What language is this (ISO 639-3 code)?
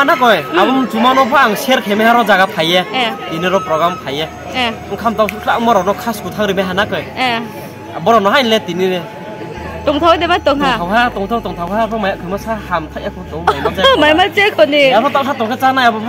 ria